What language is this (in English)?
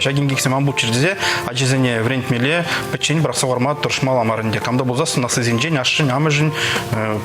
Chuvash